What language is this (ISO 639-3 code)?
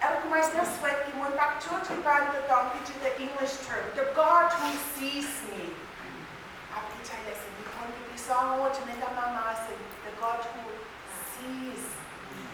pon